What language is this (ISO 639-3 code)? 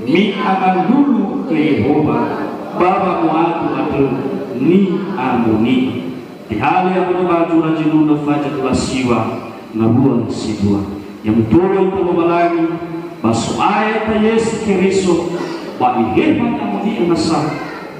nia